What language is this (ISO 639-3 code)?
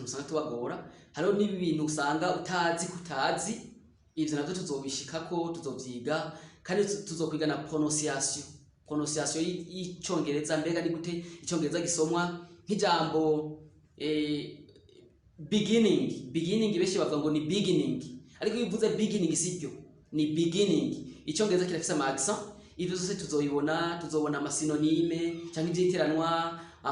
run